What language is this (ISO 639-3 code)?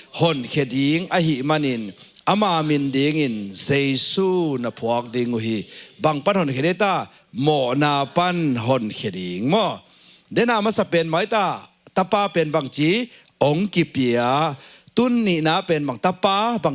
ctd